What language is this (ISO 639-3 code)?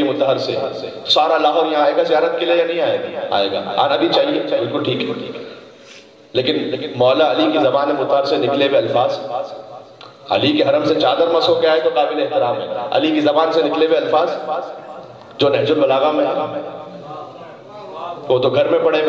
urd